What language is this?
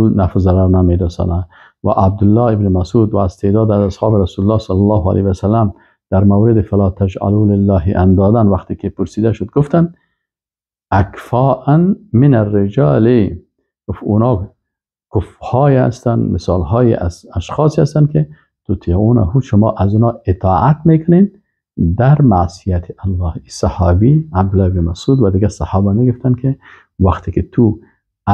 Persian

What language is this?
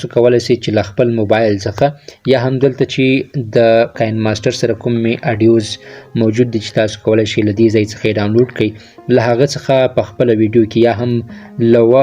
Pashto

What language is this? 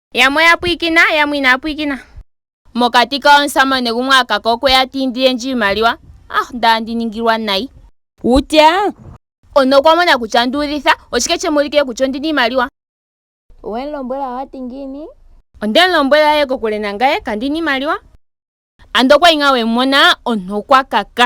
Ndonga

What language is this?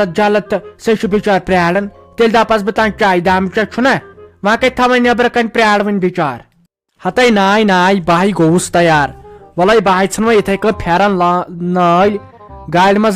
Kashmiri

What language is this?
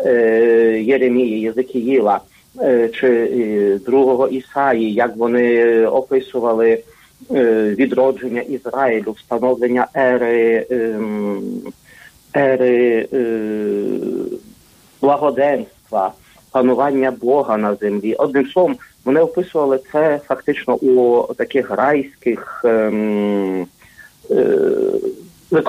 Ukrainian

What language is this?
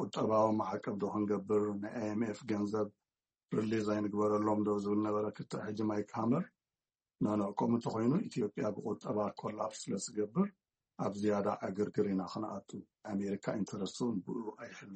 Tigrinya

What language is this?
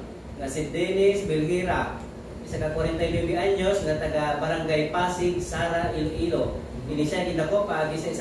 Hiligaynon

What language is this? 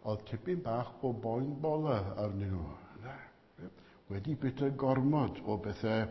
Welsh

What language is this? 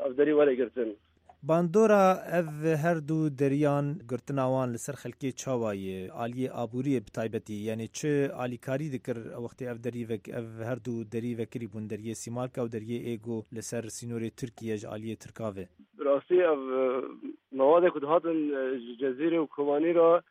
Kurdish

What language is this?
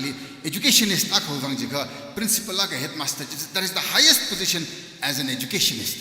Tangkhul Naga (India)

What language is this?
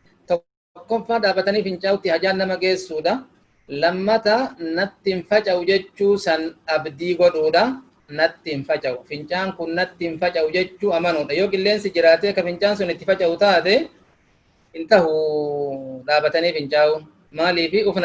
Oromo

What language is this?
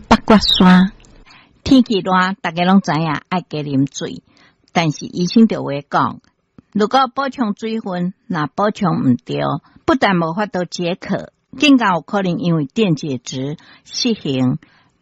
Min Nan Chinese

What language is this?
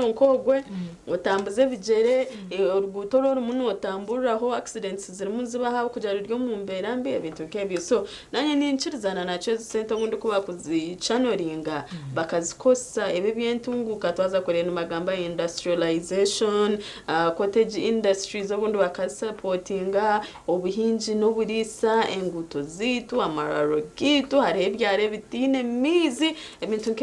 Nyankole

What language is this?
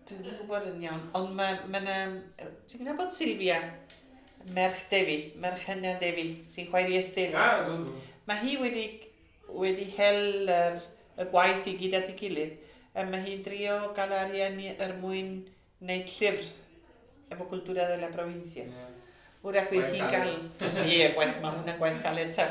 Welsh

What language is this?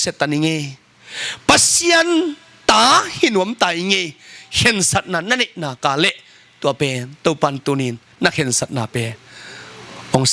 Tedim Chin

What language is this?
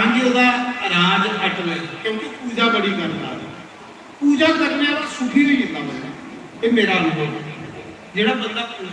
Dogri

